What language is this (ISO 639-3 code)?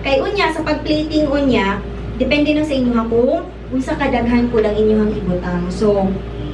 ceb